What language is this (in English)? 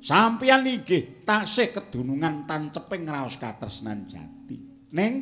Javanese